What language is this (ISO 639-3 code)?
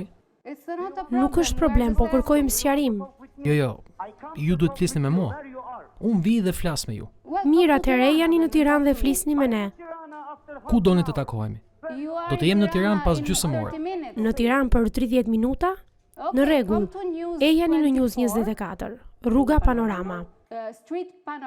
sqi